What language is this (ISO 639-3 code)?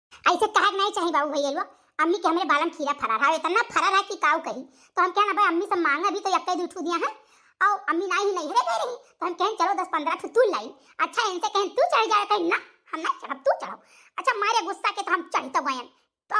awa